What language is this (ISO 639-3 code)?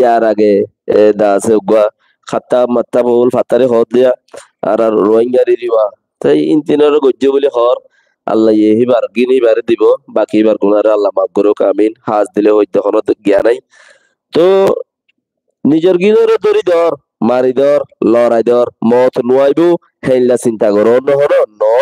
rhg